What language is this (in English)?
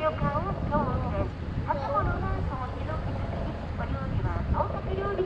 Japanese